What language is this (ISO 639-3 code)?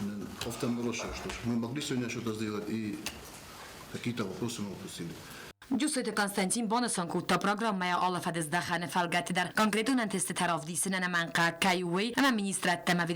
oss